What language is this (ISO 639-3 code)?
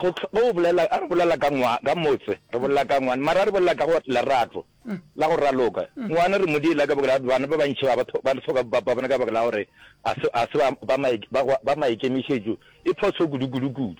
nso